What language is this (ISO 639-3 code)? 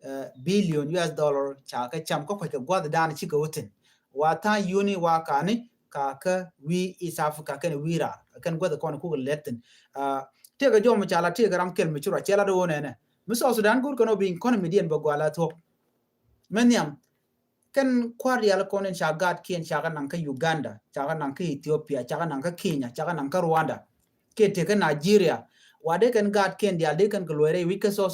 nus